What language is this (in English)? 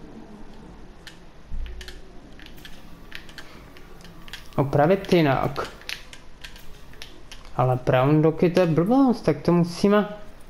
Czech